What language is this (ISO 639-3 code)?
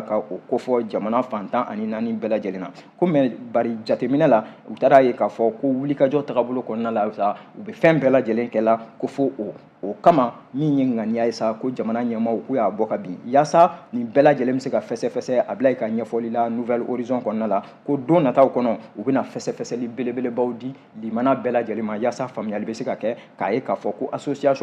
bam